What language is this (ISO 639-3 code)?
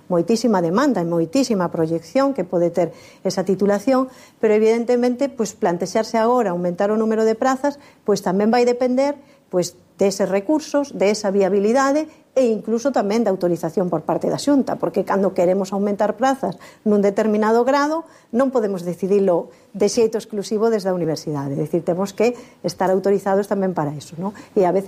glg